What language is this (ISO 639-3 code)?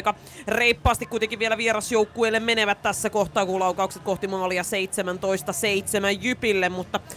fin